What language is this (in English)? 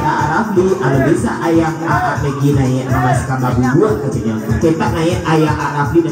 Minangkabau